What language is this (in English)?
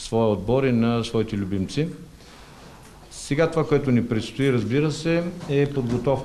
Bulgarian